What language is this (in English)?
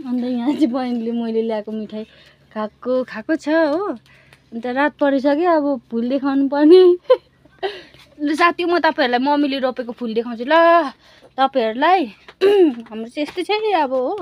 Nepali